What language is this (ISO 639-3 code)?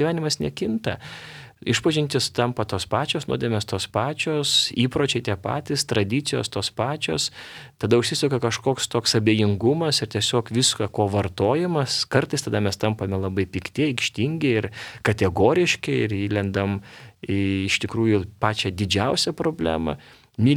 lit